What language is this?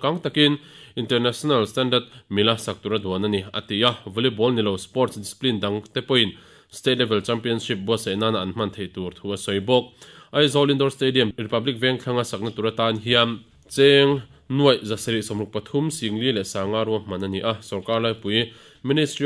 Mizo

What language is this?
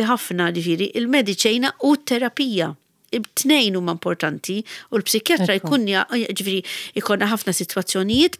Maltese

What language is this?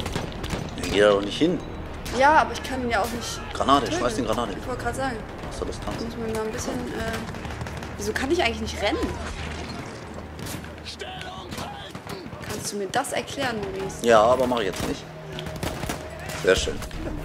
German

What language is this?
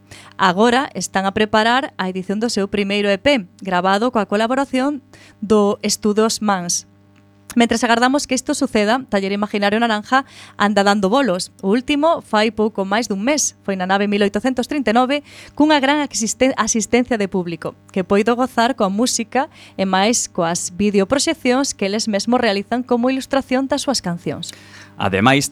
Galician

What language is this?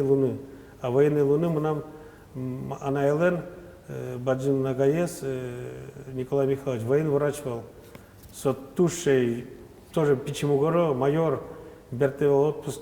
Udmurt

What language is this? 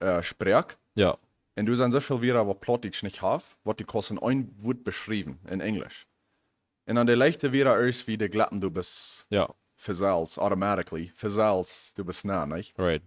Plautdietsch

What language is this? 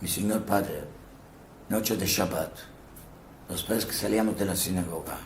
Ladino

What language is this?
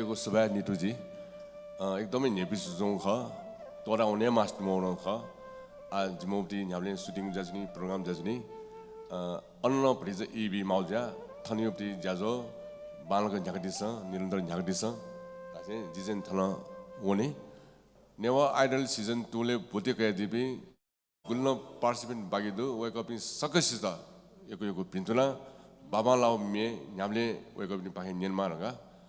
Newari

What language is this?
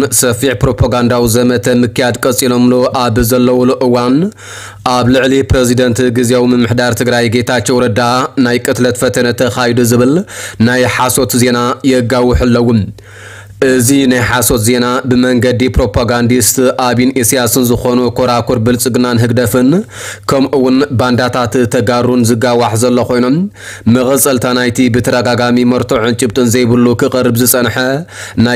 Tigrinya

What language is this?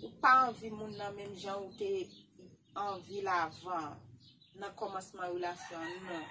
Haitian Creole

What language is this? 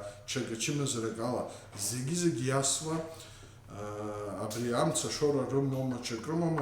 Abkhazian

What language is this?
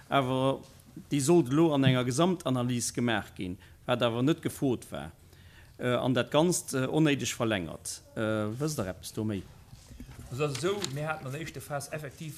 Luxembourgish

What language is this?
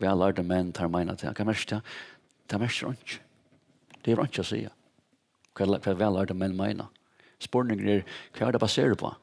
Faroese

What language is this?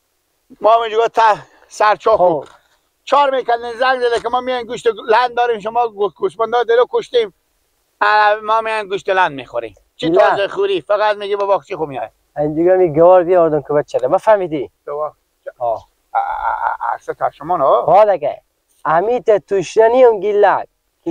Persian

